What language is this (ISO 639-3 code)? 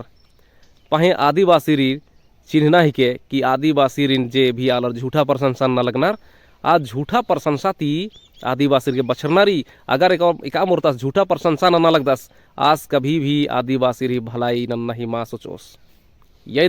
kru